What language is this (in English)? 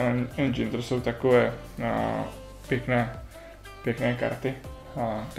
Czech